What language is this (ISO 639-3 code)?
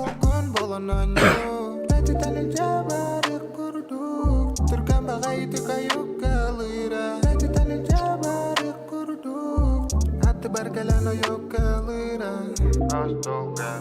sah